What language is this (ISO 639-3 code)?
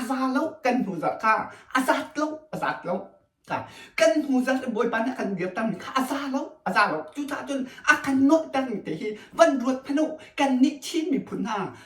cnh